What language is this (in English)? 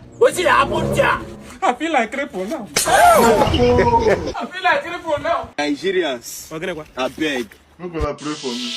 Nigerian Pidgin